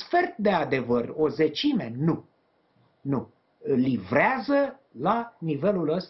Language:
Romanian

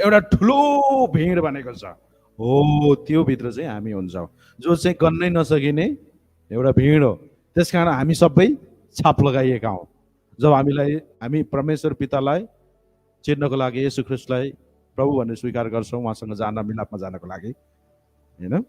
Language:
Nepali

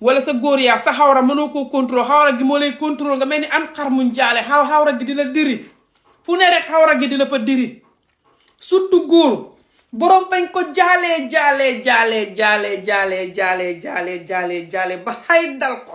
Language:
Wolof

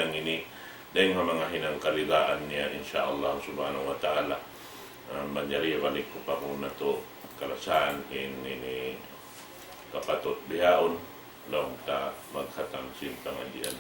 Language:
Tausug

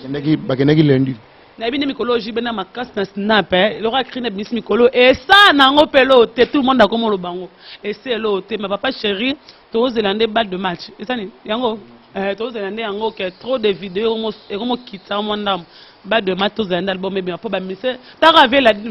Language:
Lingala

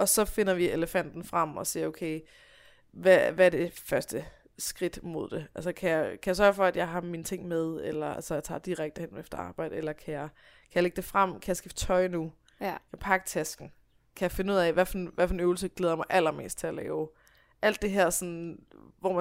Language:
Danish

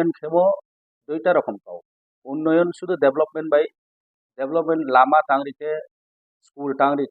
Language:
Riang (India)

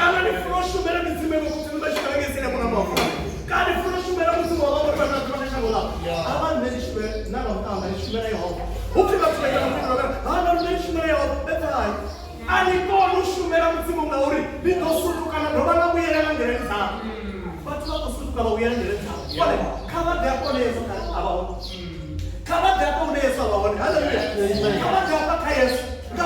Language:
Venda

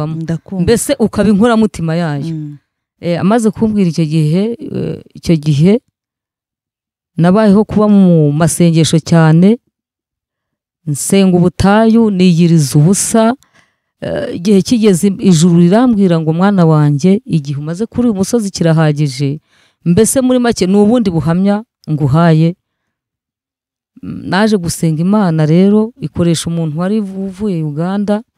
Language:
Kinyarwanda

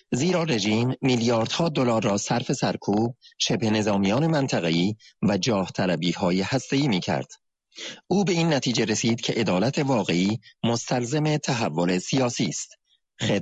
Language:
Persian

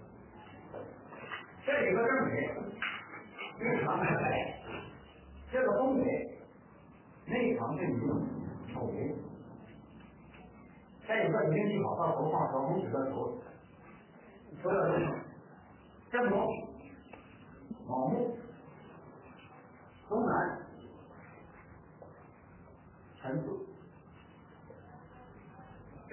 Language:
Chinese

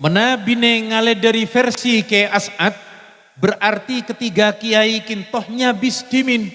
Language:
Madurese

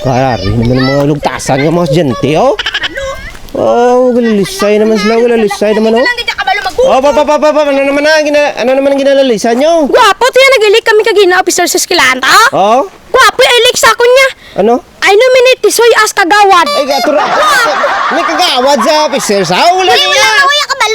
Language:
Hiligaynon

